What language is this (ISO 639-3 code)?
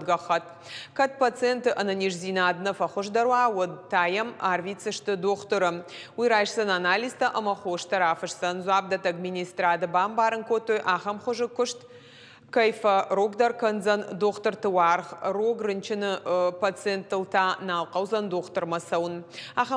oss